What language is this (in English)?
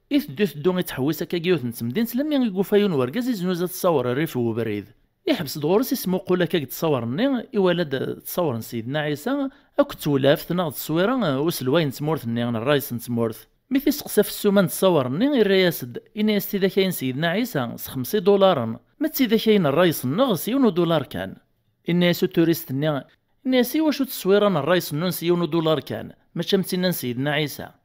Kabyle